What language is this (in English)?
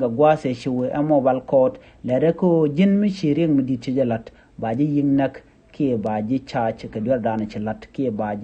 Nuer